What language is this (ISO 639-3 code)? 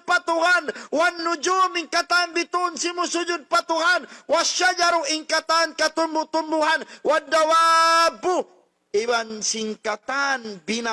tsg